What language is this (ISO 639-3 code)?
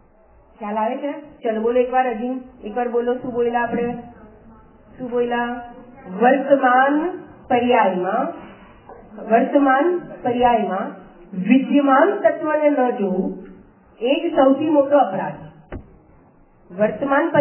guj